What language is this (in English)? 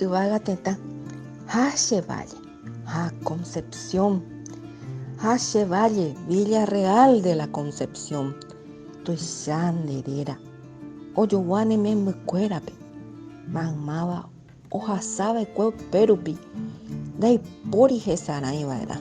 Guarani